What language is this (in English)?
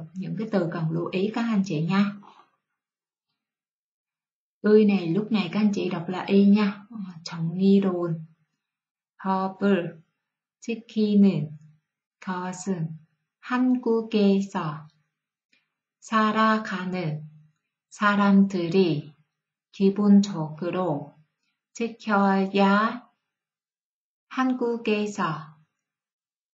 Vietnamese